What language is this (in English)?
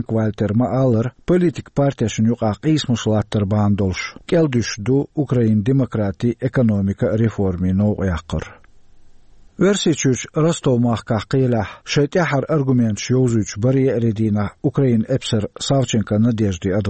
Chechen